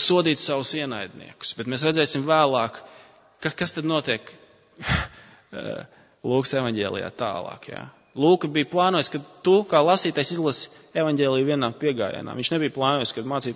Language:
Latvian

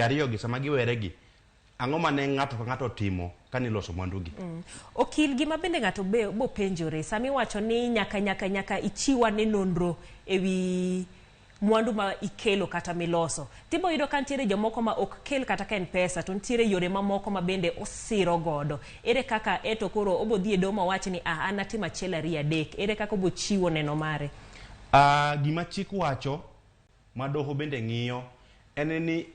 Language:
Luo (Kenya and Tanzania)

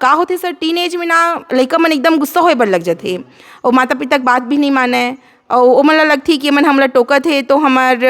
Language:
Chhattisgarhi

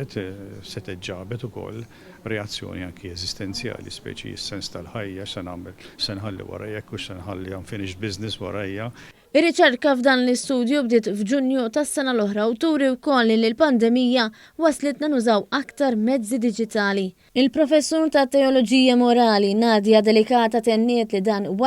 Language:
Maltese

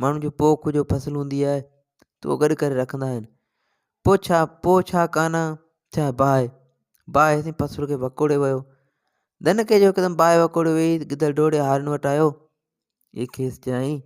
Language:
Sindhi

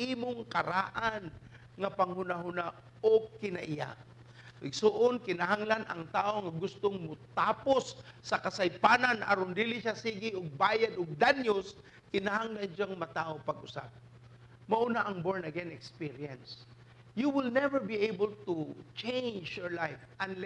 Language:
Cebuano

